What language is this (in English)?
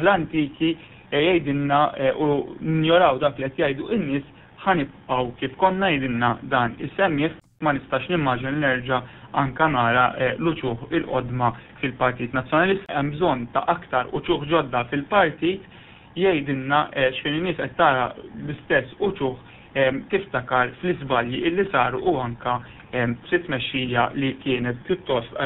Maltese